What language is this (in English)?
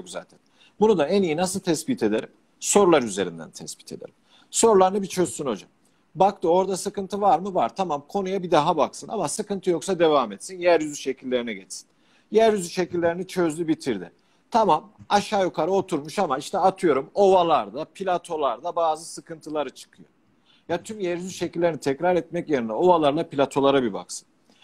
Turkish